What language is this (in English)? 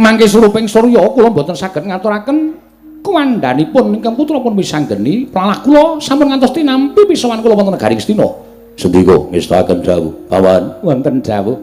Javanese